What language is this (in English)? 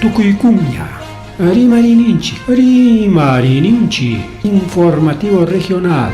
Ayacucho Quechua